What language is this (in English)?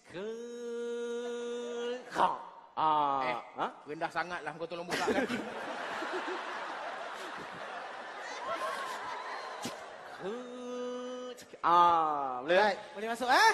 Malay